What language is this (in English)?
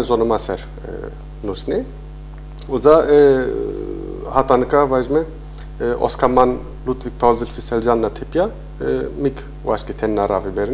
Zaza